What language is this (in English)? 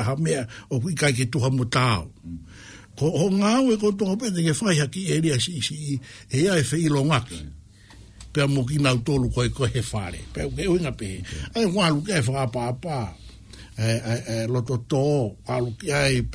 Tongan